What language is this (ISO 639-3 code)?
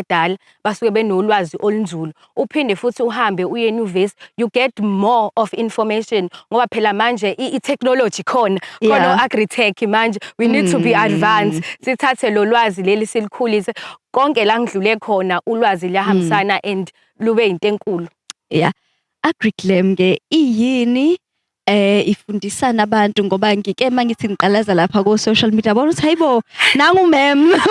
zul